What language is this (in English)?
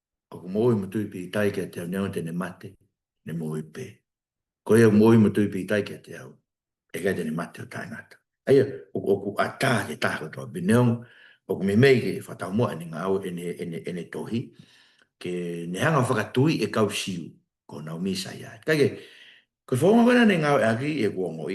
Tongan